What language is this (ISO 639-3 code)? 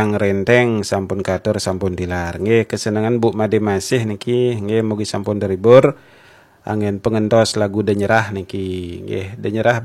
ban